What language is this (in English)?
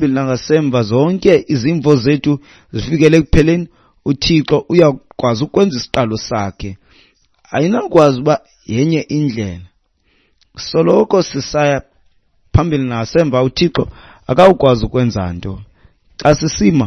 Xhosa